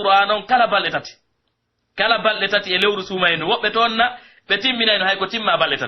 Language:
Pular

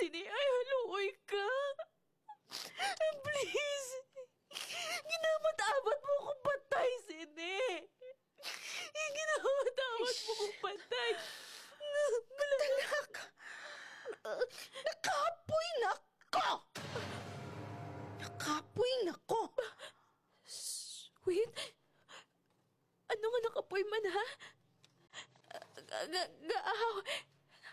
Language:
Hiligaynon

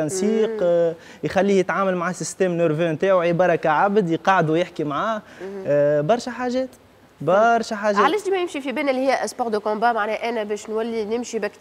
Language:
Tunisian Arabic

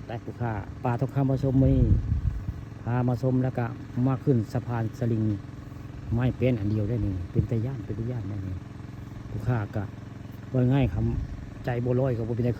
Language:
Northeastern Thai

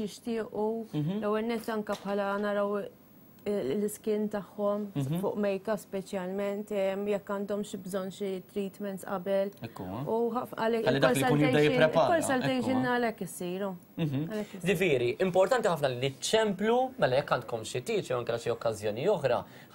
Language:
Maltese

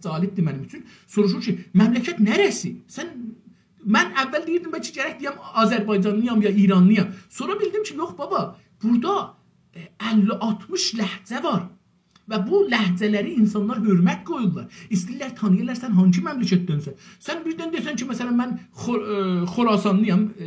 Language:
South Azerbaijani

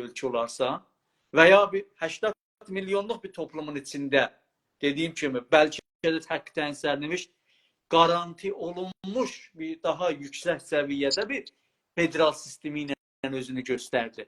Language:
South Azerbaijani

